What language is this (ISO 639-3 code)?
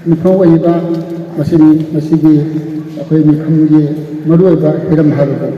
mni